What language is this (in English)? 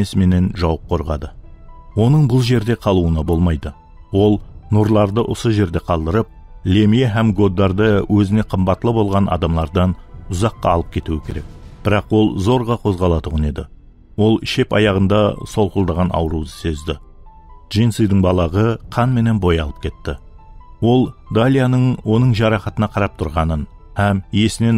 Kara-Kalpak